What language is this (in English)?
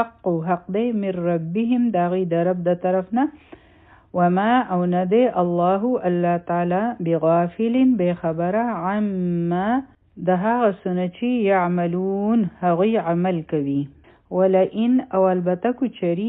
Pashto